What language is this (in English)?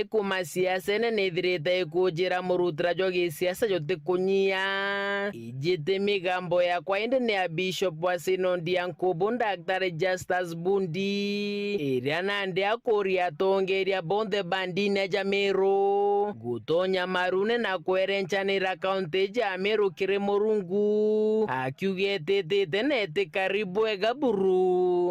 Meru